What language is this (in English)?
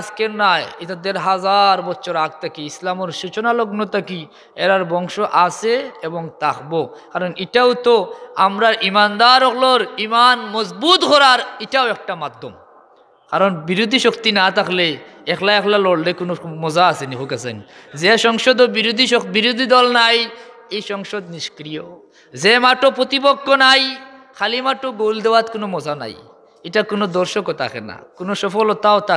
Sylheti